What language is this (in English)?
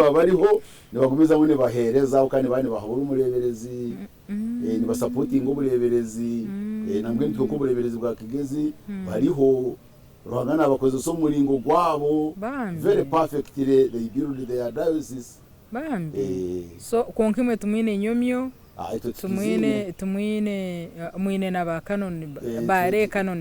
Nyankole